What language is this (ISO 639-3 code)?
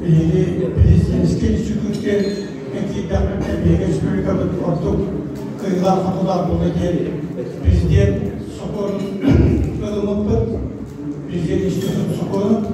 sah